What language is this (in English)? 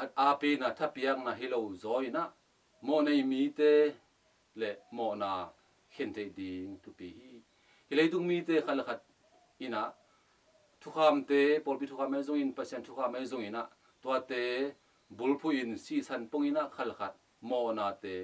Tedim Chin